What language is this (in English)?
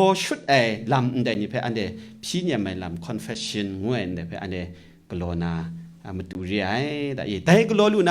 Kachin